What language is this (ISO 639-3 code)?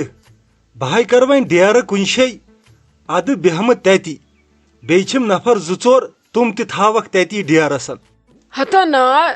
kas